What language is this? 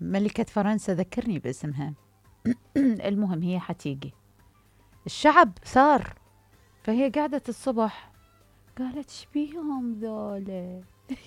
Mesopotamian Arabic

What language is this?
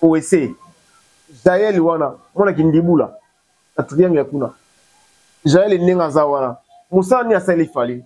Lingala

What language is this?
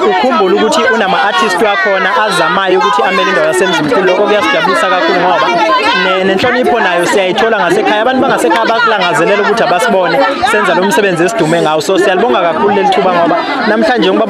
Zulu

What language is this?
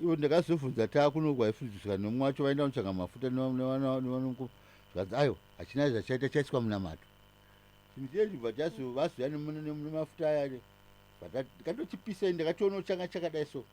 Shona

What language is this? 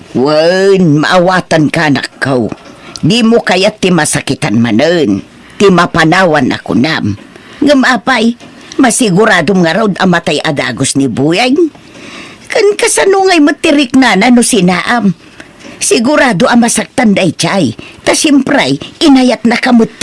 Iloko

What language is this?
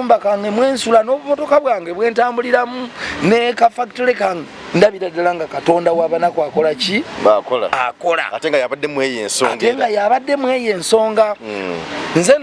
Ganda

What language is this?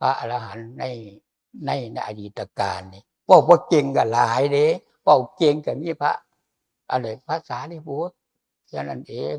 Lao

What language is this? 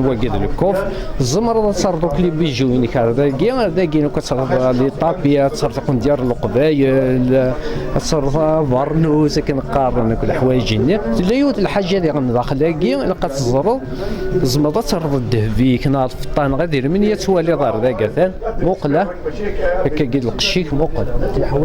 Kabyle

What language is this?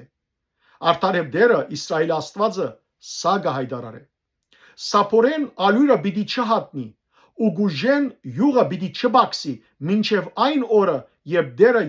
Western Armenian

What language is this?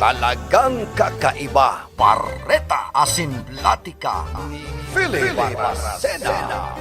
Bikol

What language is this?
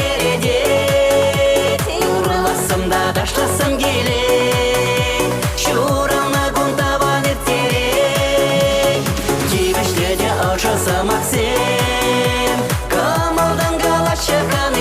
Chuvash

